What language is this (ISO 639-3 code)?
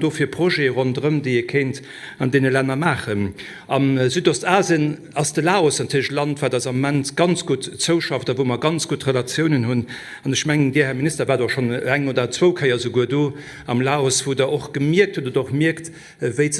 ltz